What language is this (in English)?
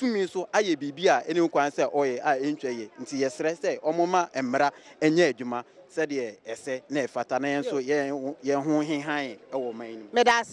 Akan